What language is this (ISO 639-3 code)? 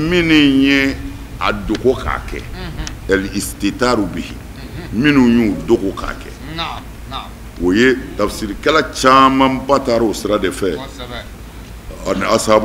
bam